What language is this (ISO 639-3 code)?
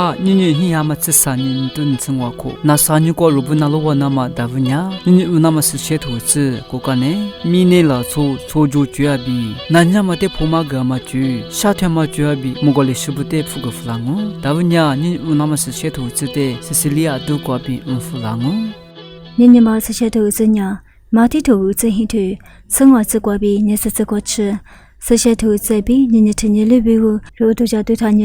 lis